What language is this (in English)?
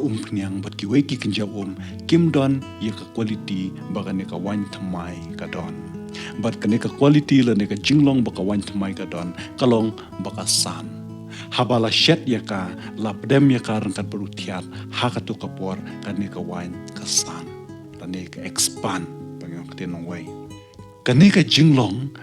Khasi